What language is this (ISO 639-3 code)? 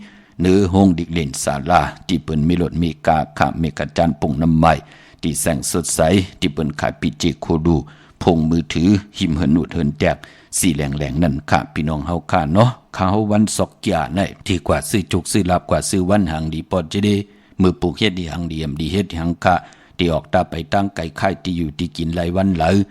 shn